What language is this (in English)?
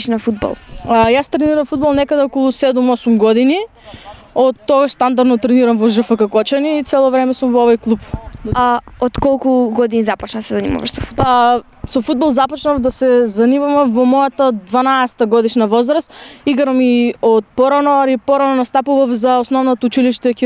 Macedonian